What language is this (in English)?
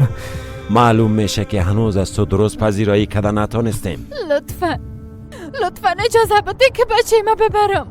Persian